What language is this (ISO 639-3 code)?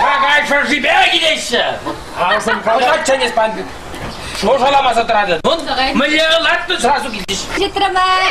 chv